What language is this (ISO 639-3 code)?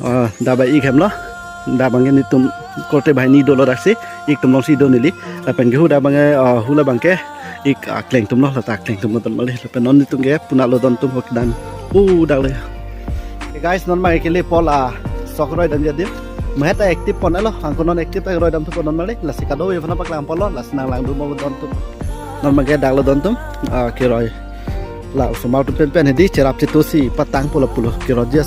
mjw